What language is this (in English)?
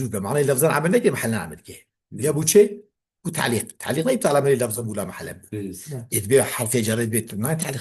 Kurdish